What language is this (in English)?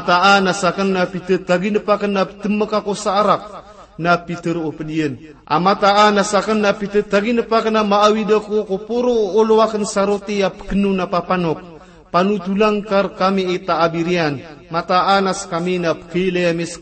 Maranao